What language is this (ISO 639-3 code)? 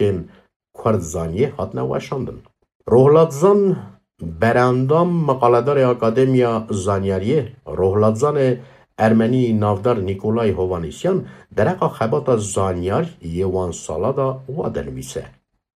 kur